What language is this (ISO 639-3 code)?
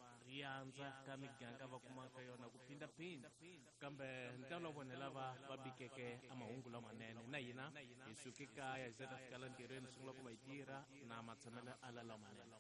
tso